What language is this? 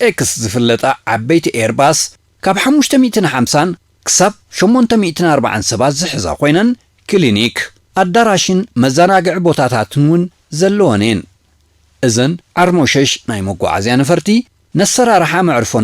Tigrinya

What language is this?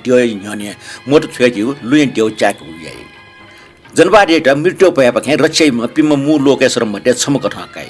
Newari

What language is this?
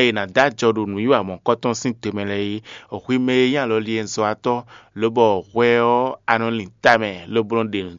Fon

